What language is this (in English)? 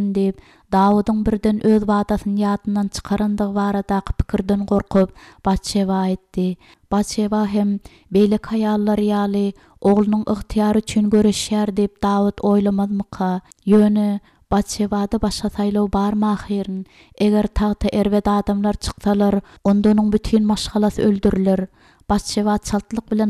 Turkmen